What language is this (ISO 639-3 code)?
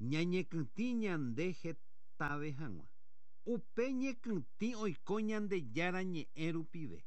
grn